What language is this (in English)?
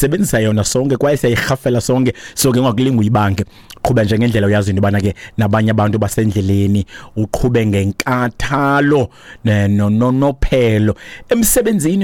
Xhosa